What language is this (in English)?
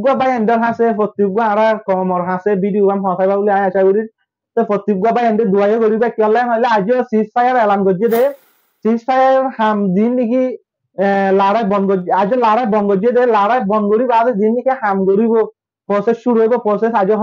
Rohingya